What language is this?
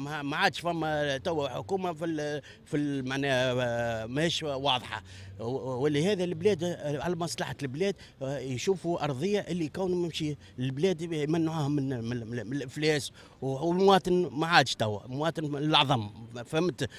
Tunisian Arabic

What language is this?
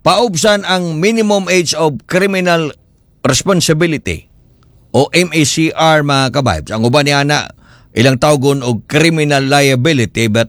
Cebuano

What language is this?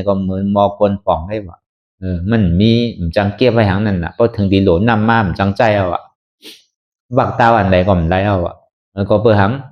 Shan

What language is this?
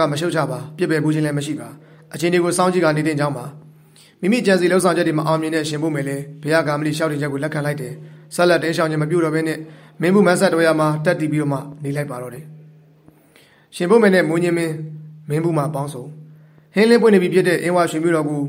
Burmese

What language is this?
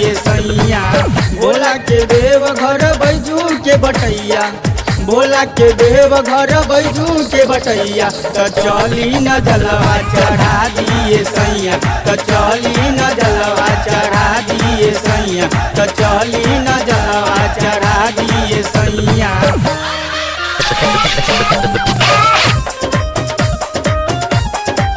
Bhojpuri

